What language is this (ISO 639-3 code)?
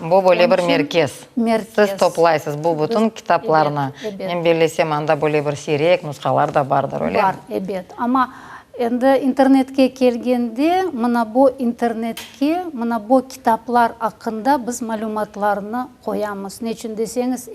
crh